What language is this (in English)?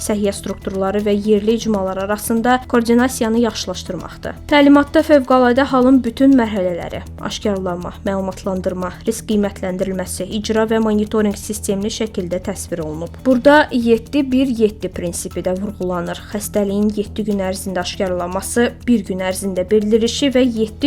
Azerbaijani